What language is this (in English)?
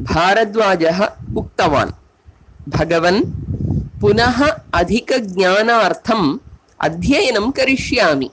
Sanskrit